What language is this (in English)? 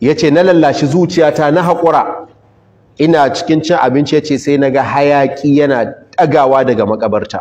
Hausa